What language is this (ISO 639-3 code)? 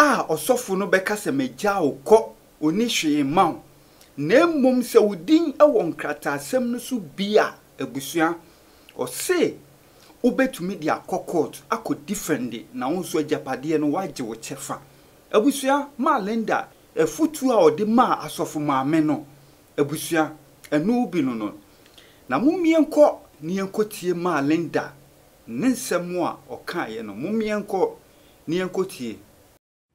aka